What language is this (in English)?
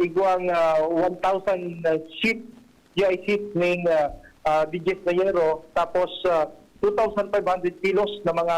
Bikol